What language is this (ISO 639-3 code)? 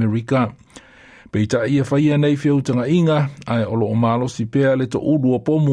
smo